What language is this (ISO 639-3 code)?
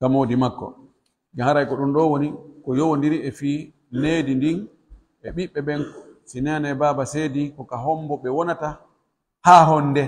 fuf